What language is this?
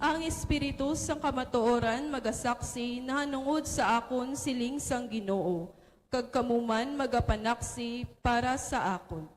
Hiligaynon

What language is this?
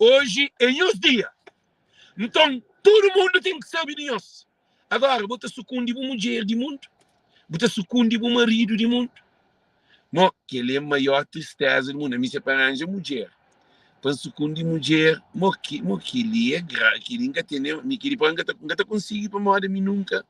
Kabuverdianu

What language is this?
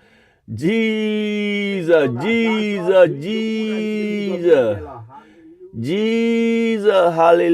S'gaw Karen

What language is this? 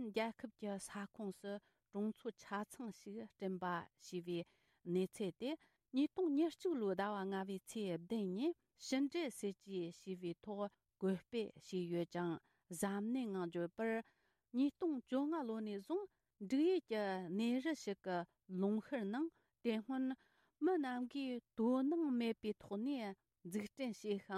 Tibetan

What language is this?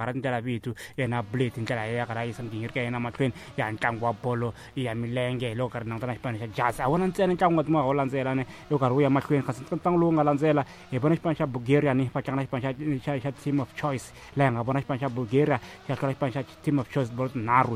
Tsonga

